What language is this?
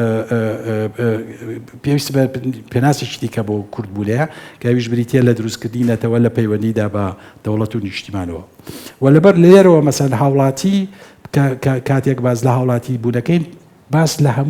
Central Kurdish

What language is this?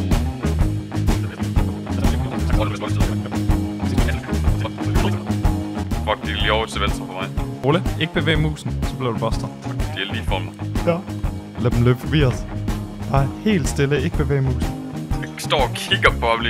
Danish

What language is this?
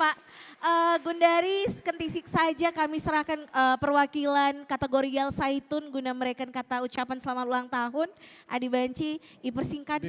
Batak Karo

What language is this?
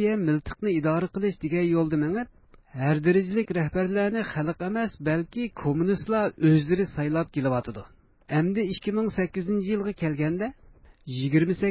Uyghur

